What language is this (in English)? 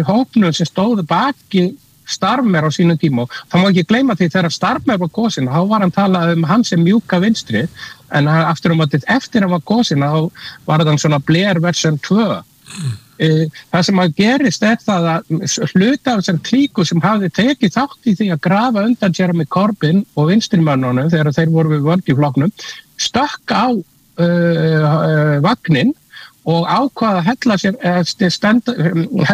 Icelandic